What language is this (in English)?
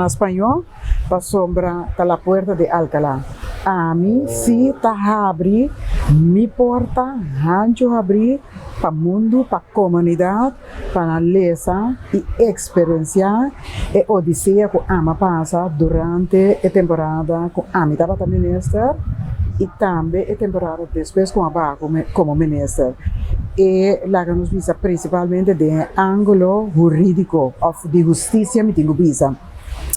Papiamento